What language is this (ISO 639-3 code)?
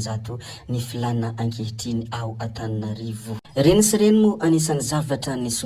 mlg